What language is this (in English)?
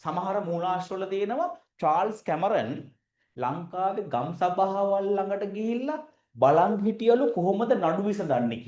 Sinhala